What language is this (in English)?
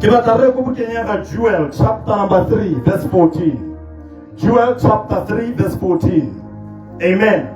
Tswana